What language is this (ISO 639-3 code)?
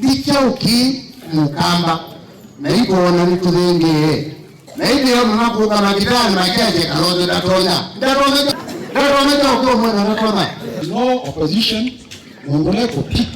kam